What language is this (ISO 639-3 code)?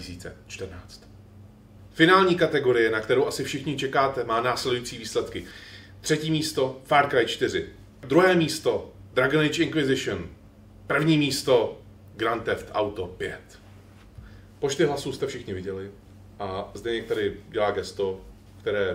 ces